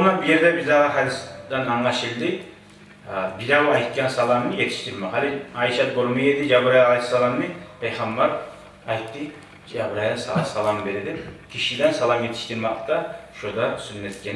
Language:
Kumyk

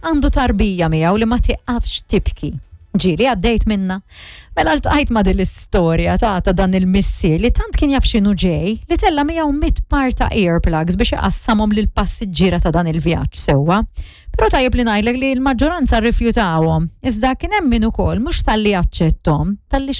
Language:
Maltese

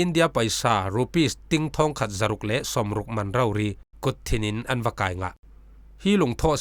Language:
Falam Chin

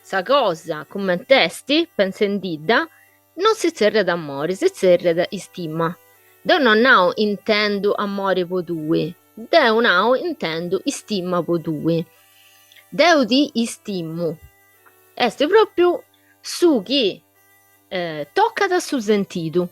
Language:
Sardinian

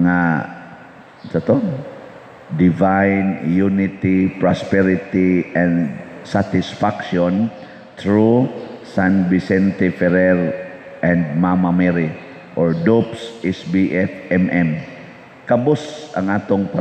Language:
Cebuano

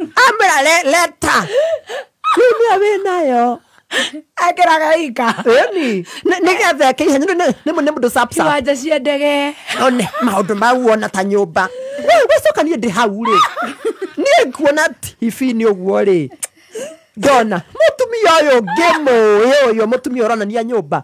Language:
Kikuyu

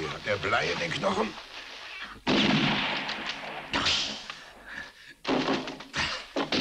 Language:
German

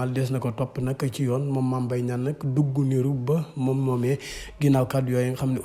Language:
Wolof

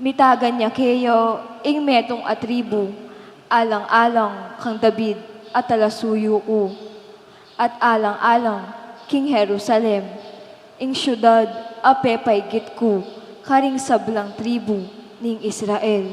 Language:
Pampanga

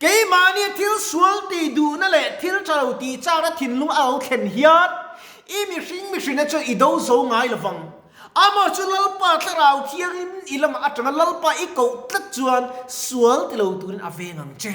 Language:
Mizo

